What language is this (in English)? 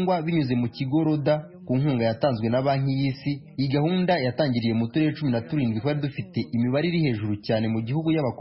Kinyarwanda